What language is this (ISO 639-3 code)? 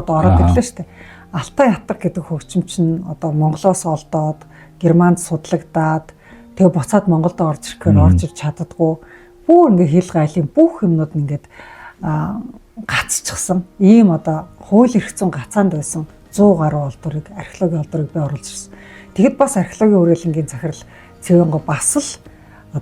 mon